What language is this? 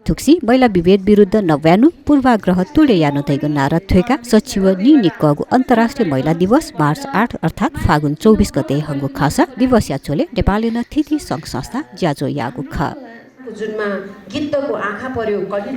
Newari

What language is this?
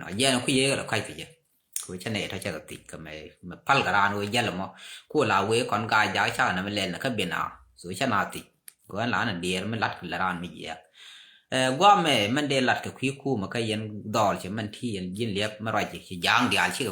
Nuer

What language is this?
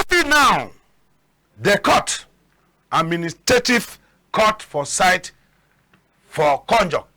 Cameroon Pidgin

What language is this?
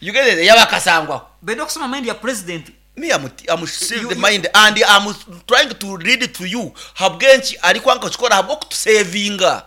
Nyankole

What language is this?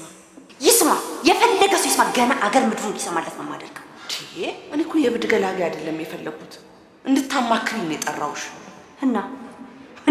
Amharic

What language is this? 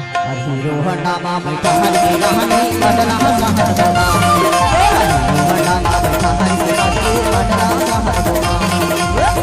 Chhattisgarhi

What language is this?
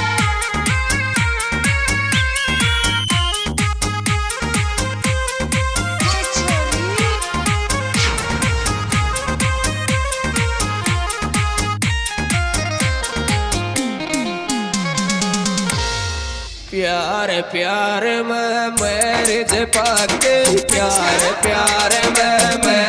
Hindi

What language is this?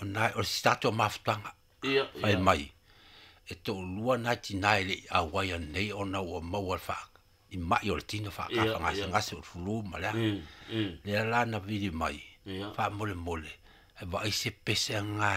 Samoan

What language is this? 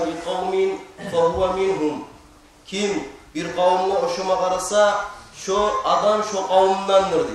Kumyk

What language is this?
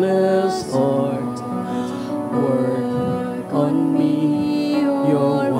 Bikol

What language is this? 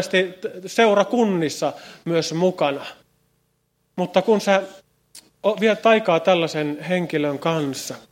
Finnish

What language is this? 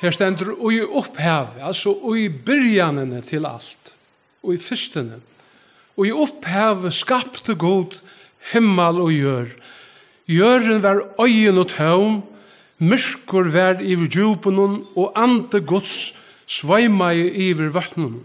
Faroese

